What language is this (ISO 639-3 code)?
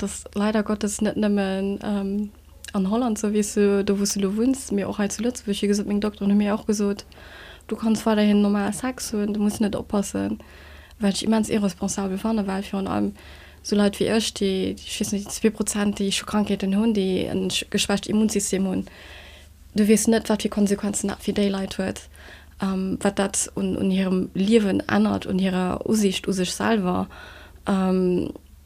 ltz